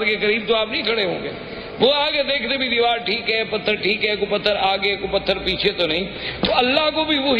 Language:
Urdu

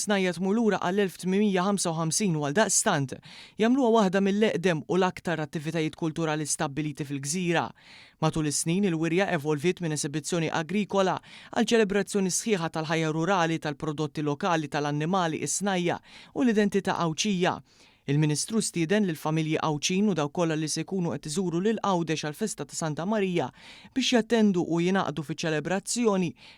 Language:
Maltese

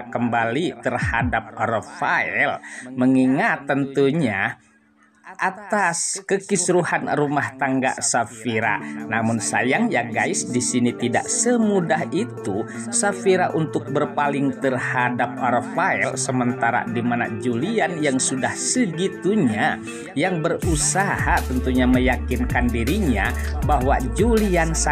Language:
Indonesian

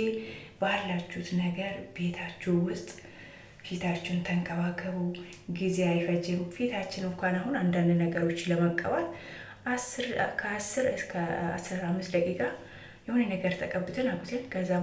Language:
Amharic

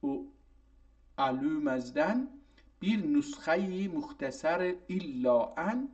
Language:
South Azerbaijani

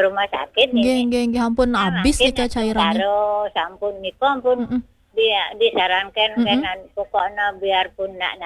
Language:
Balinese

